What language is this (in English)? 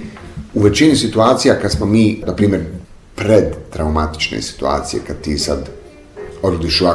Bosnian